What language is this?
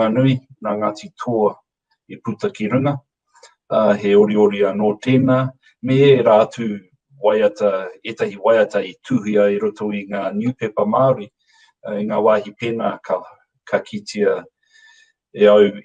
Māori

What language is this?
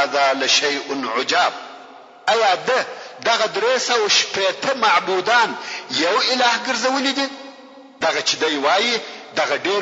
Pashto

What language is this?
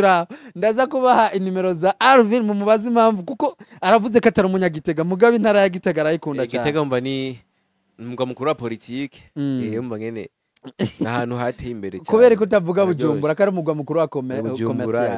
Rundi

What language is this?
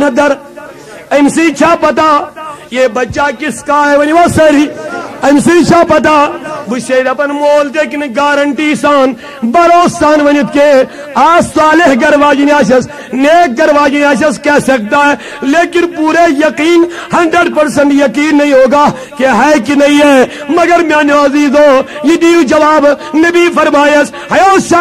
Kashmiri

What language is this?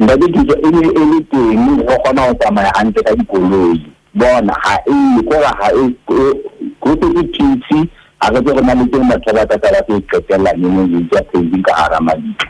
Southern Sotho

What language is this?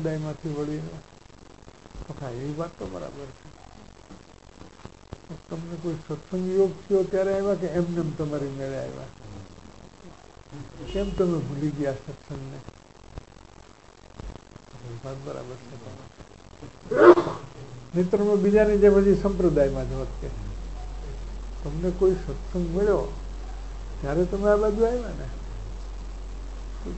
Gujarati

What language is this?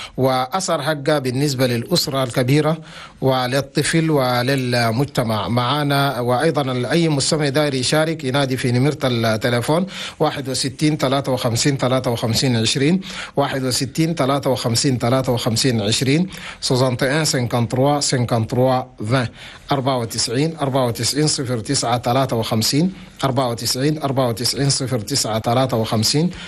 Chadian Arabic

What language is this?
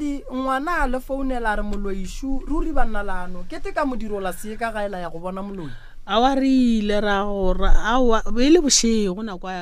Northern Sotho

